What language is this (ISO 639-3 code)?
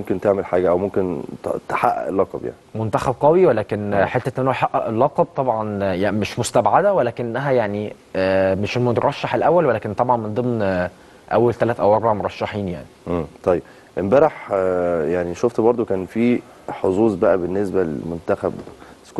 arz